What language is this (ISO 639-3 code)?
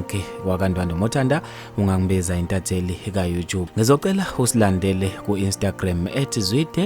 zul